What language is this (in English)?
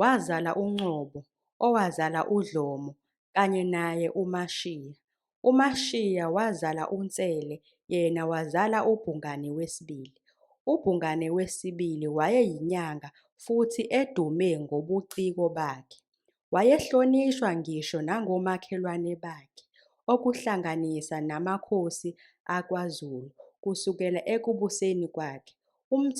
Zulu